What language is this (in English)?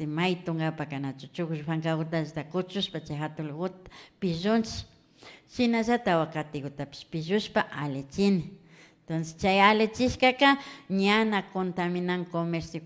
Imbabura Highland Quichua